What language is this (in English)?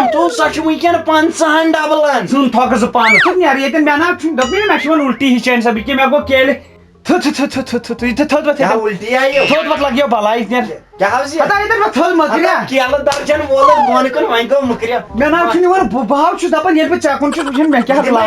Kashmiri